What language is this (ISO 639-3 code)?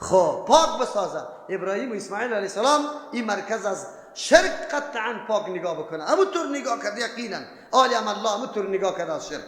fas